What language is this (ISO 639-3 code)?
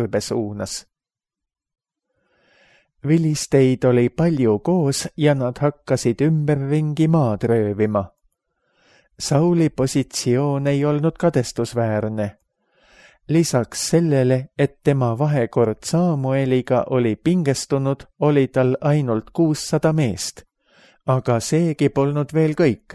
est